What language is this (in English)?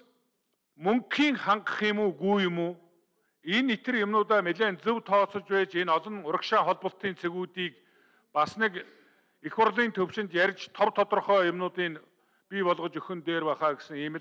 Mongolian